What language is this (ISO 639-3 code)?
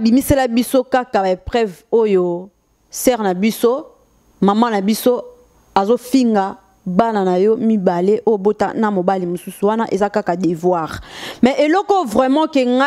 lin